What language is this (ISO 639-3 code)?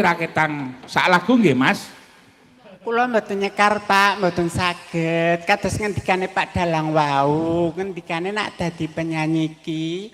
jav